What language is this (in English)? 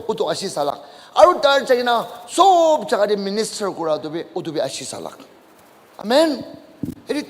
Naga Pidgin